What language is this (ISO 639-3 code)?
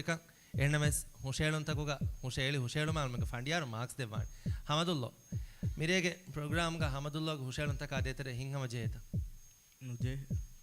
div